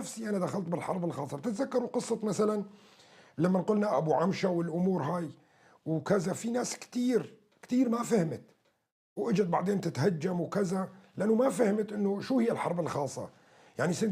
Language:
North Levantine Arabic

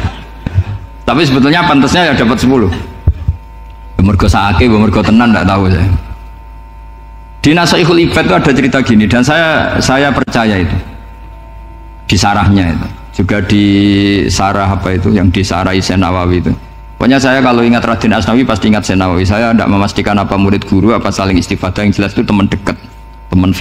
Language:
Indonesian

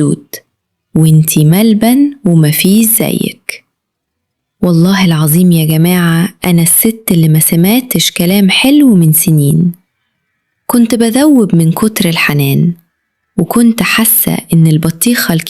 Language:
Egyptian Arabic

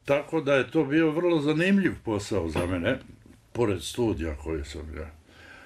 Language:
Bosnian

